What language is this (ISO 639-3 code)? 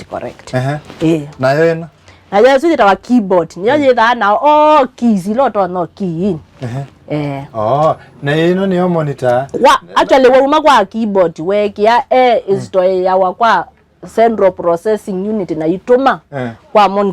kam